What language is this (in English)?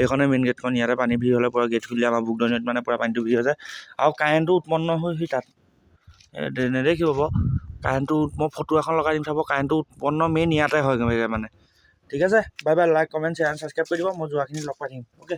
Assamese